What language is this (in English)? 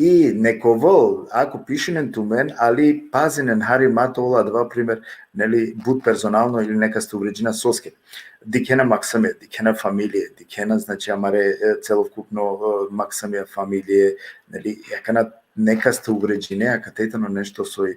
Balkan Romani